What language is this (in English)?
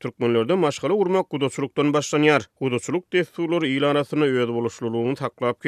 Turkmen